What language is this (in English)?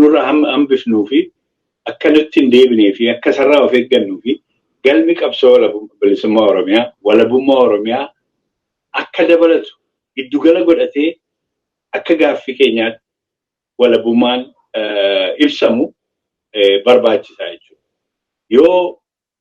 Oromo